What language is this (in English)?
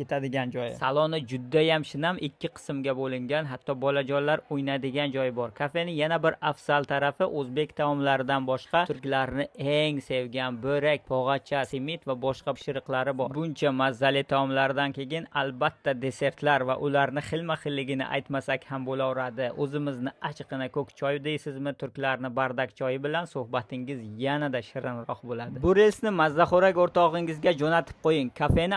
Uzbek